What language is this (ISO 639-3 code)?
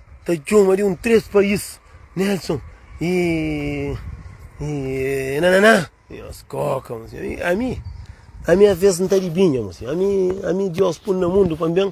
kea